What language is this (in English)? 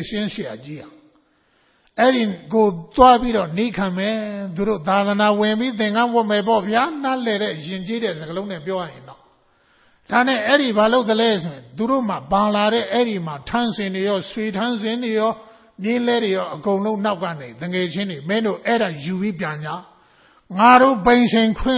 Burmese